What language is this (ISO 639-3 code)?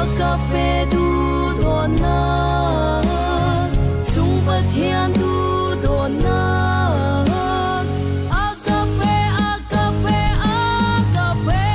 cfm